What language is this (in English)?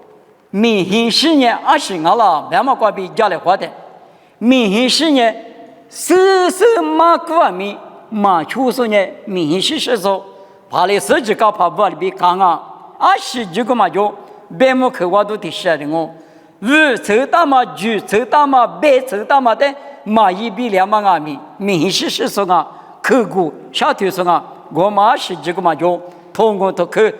Lisu